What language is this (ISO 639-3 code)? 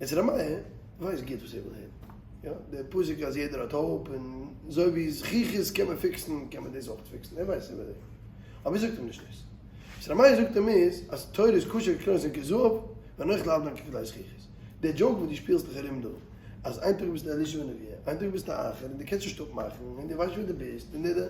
yid